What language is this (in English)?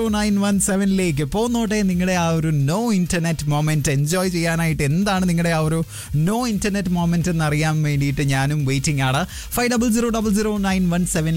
Malayalam